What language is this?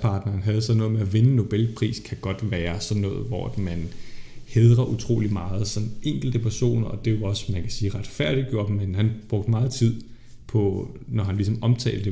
Danish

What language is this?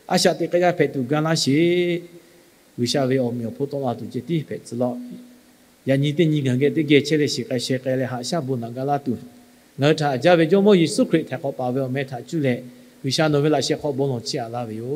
Lahu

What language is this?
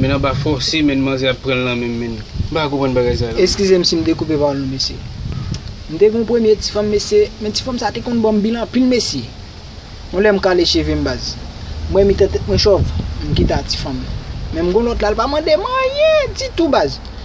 Haitian Creole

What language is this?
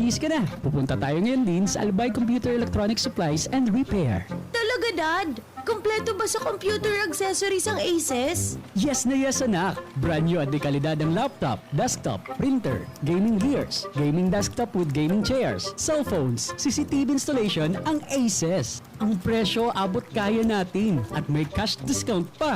Bikol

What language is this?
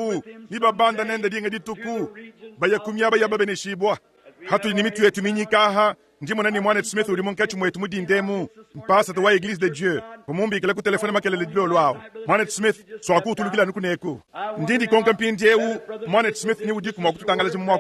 Luba-Lulua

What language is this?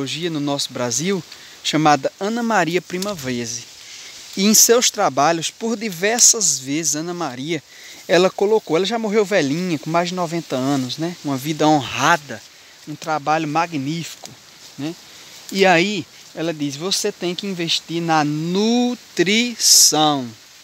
Portuguese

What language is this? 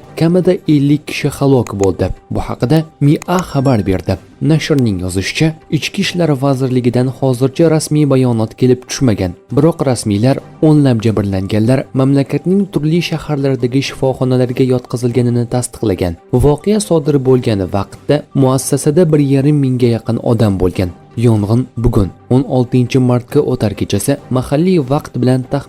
Uzbek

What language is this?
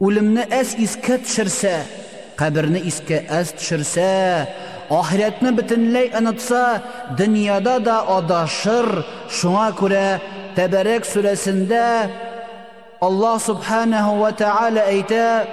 Tatar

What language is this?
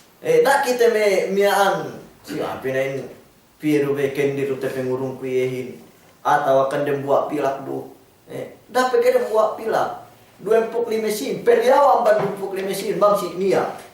Yakan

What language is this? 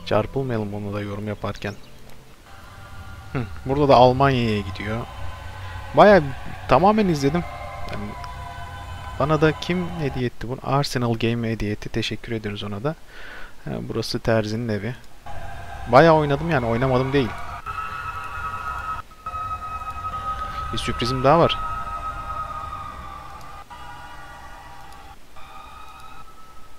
Turkish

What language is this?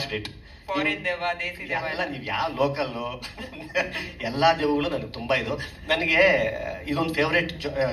Kannada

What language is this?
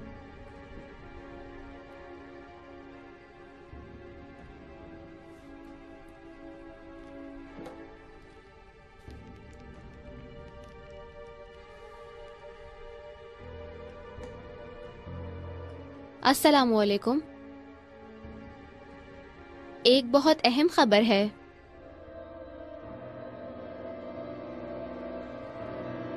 Hindi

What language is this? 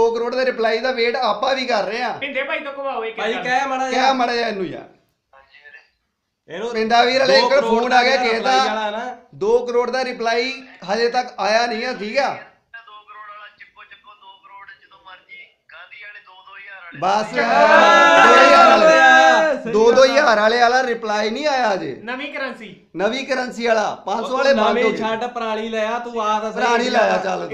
Punjabi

